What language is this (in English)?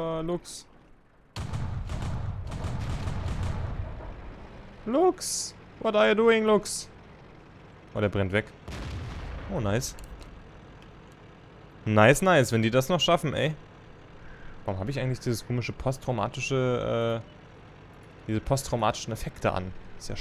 German